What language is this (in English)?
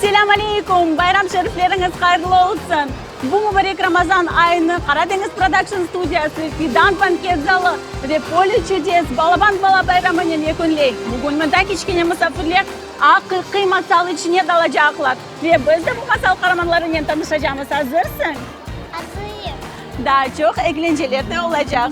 Crimean Tatar